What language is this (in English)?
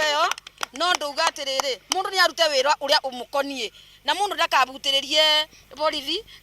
Kikuyu